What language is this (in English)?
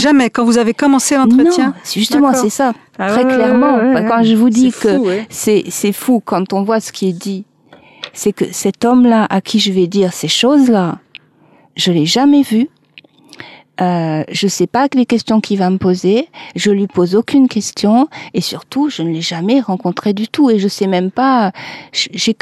French